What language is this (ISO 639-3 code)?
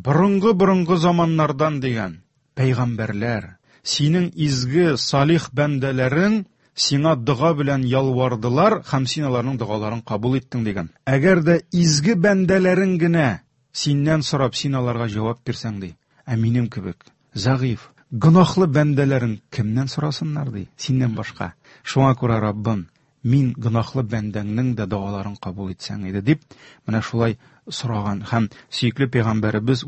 tat